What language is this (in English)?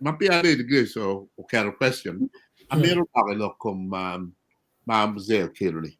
Acoli